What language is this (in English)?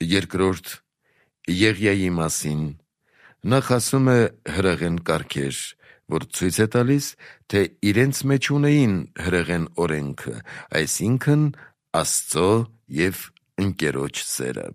Armenian